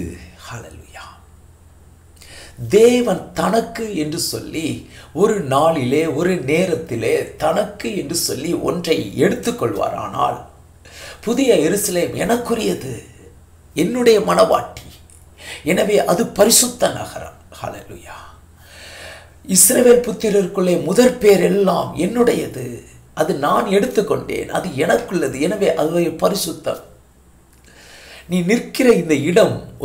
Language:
Tamil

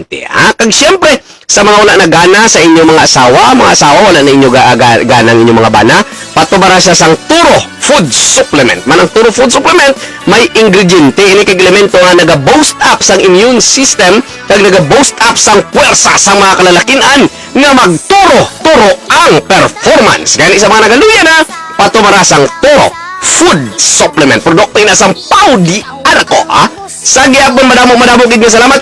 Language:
Hiligaynon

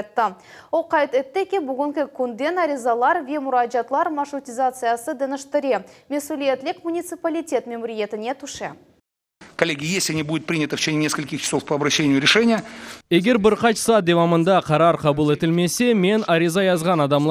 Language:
Crimean Tatar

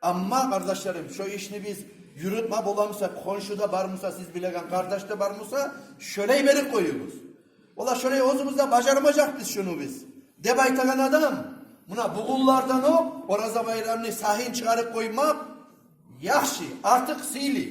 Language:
Kumyk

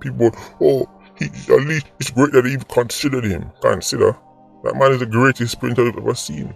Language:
Jamaican Creole English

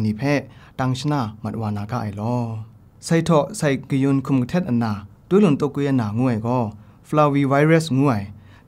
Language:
Kachin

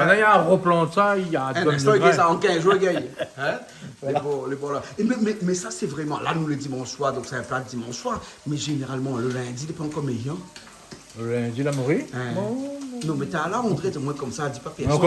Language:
Réunion Creole French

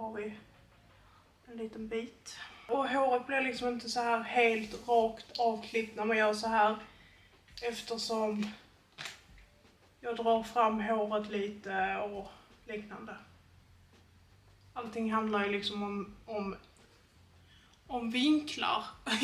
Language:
Swedish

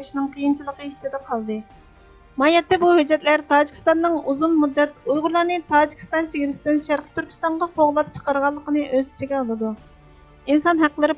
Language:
Uyghur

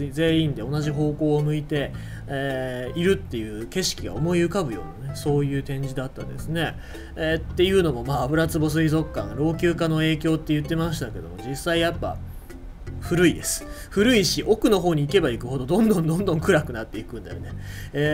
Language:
Japanese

